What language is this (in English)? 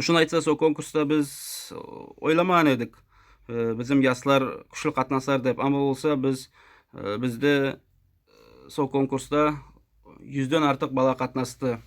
Nogai